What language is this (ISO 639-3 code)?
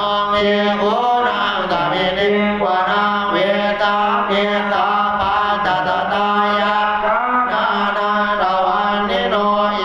pli